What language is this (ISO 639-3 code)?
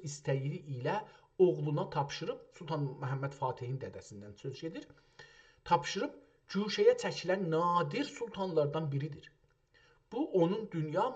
azb